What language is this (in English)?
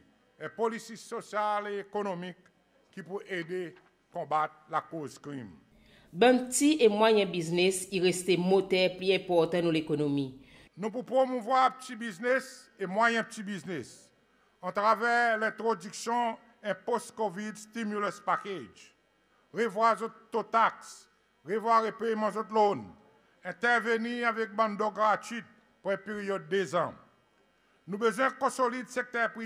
Seselwa Creole French